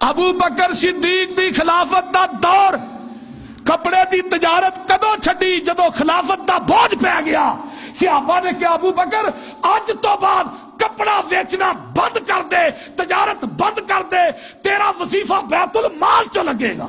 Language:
Western Panjabi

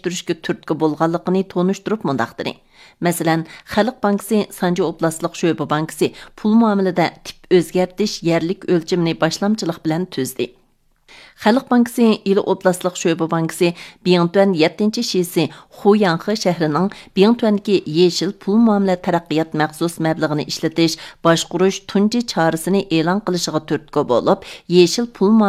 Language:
Uyghur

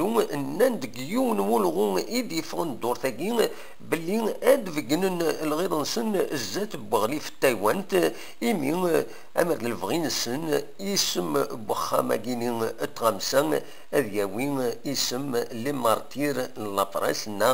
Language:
Kabyle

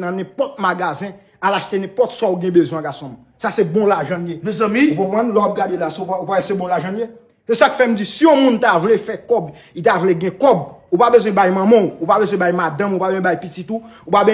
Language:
Haitian Creole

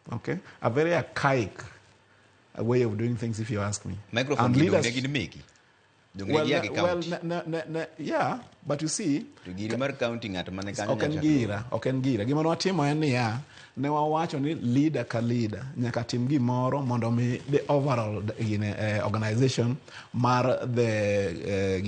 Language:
Luo (Kenya and Tanzania)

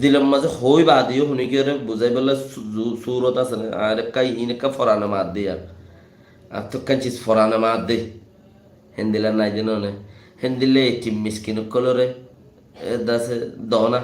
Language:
Rohingya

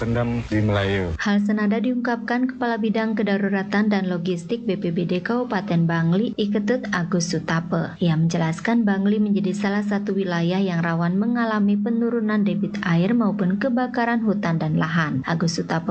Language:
Indonesian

